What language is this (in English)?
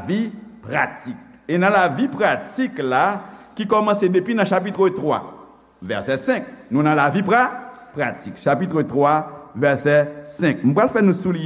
Haitian Creole